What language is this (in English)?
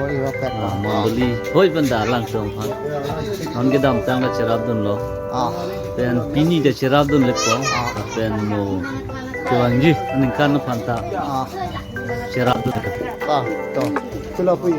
Karbi